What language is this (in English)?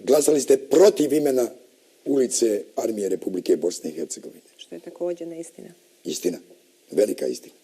Bosnian